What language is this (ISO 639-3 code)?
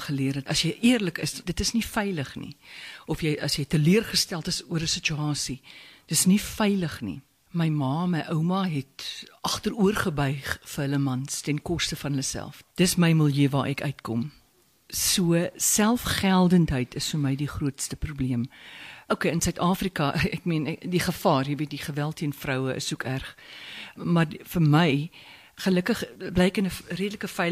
afr